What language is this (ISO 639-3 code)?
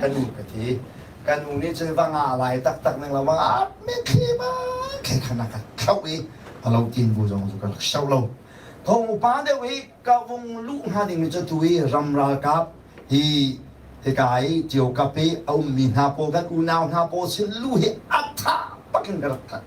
cnh